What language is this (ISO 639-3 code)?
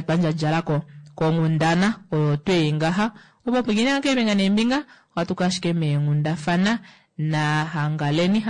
kua